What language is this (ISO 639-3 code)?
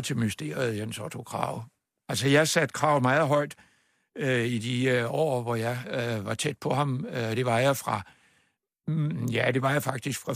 dan